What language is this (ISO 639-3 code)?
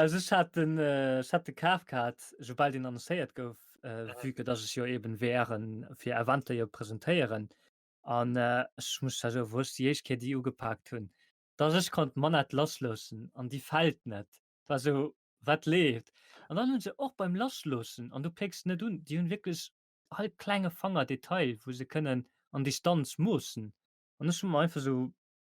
ltz